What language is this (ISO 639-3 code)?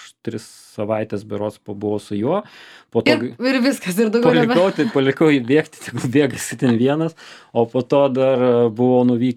lit